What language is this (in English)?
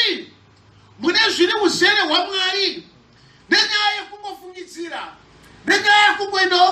Shona